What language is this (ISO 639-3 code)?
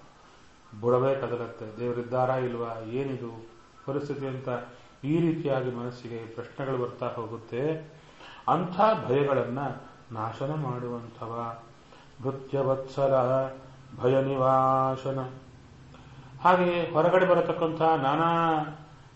kan